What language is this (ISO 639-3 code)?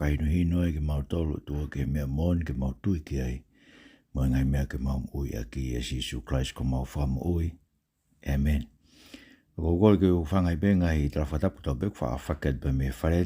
ton